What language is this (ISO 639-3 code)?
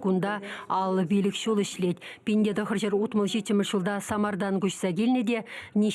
chv